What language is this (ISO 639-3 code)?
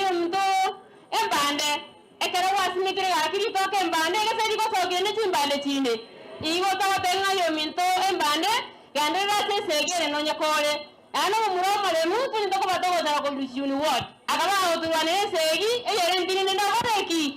guz